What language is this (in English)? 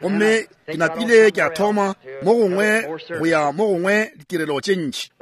Northern Sotho